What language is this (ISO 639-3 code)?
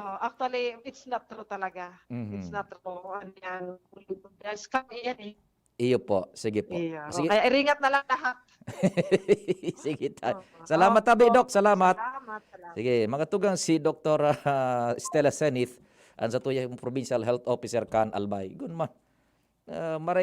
bik